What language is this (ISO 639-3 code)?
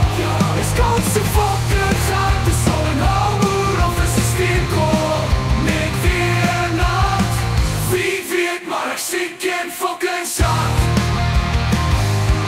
afr